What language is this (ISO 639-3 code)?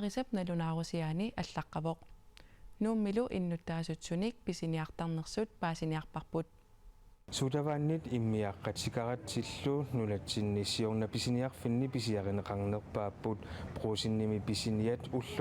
kal